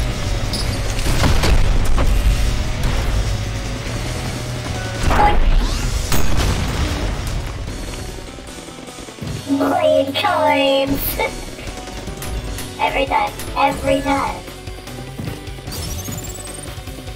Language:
English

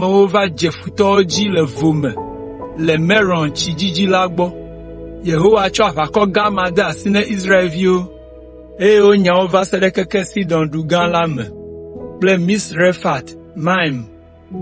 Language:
Ewe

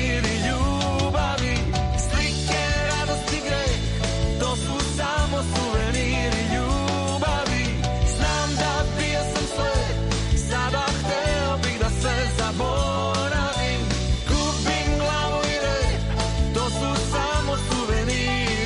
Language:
Serbian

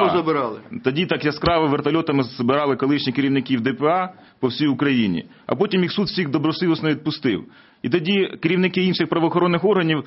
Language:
Ukrainian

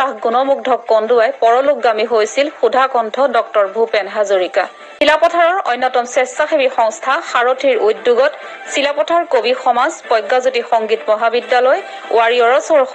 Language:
Assamese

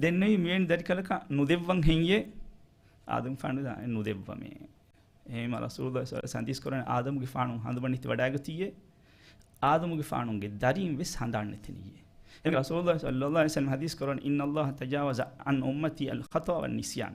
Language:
Divehi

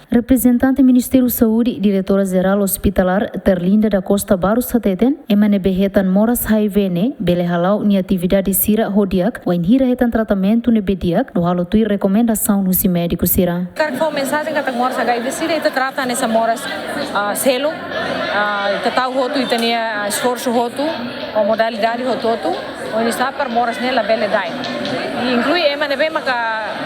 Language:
Tetum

